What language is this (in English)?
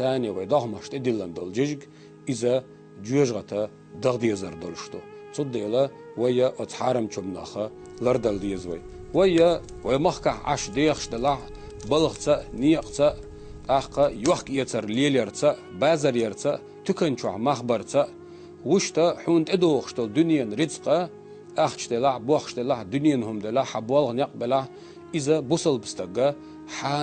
Chechen